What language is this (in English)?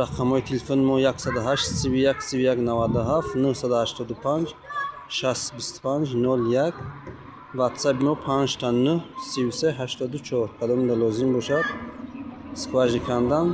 Tajik